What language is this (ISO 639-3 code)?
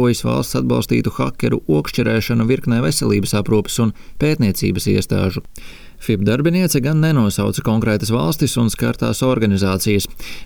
lav